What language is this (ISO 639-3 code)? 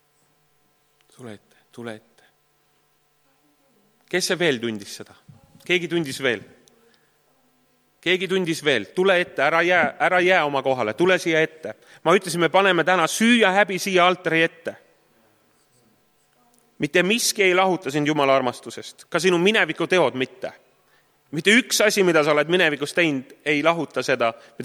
est